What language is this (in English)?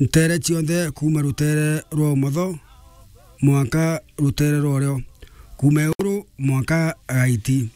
Meru